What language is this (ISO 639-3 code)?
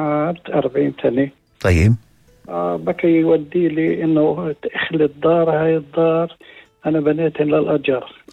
apc